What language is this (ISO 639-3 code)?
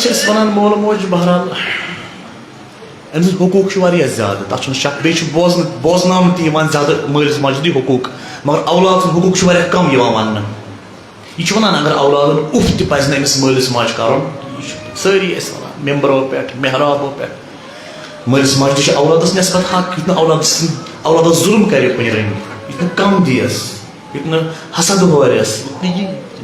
kas